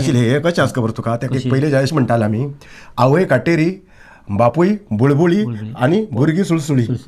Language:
Konkani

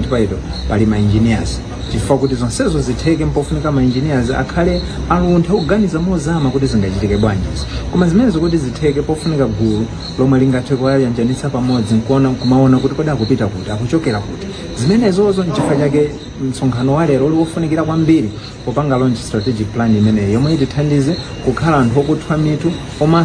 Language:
Nyanja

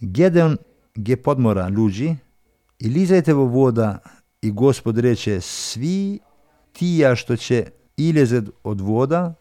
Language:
Macedonian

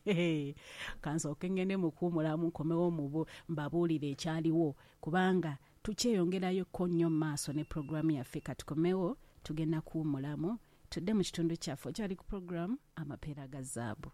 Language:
Ganda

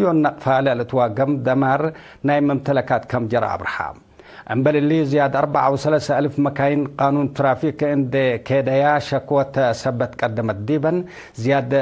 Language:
Tigre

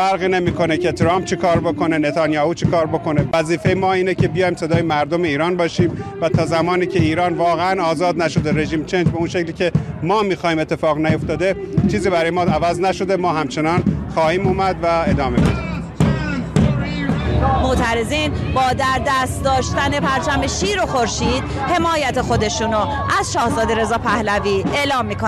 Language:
Persian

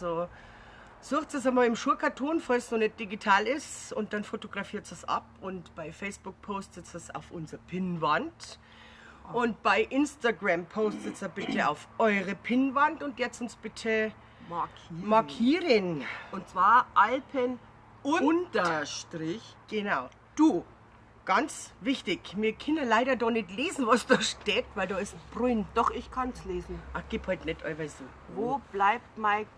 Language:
Bavarian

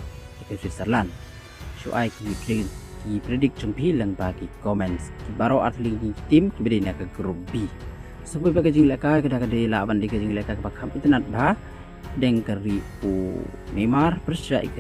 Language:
Khasi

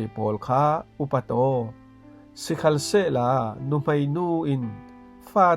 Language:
Falam Chin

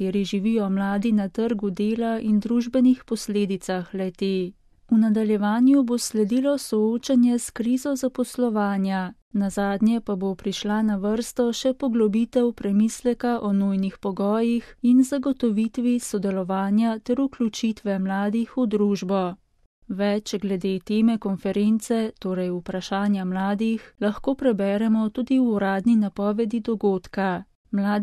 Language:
Slovenian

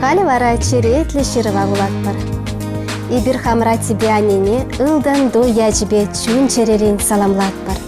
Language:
Chuvash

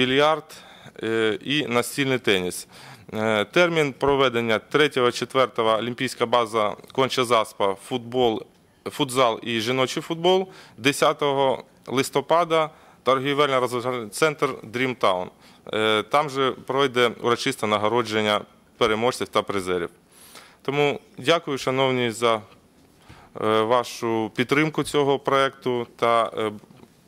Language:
Ukrainian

